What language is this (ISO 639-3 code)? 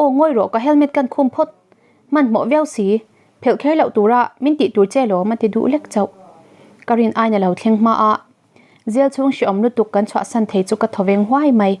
lus